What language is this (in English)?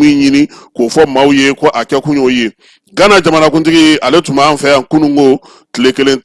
Bambara